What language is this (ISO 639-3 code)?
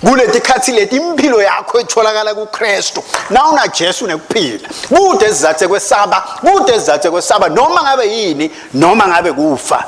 ssw